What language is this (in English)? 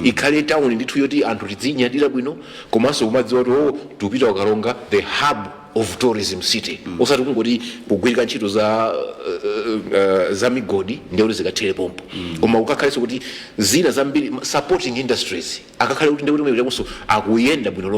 Nyanja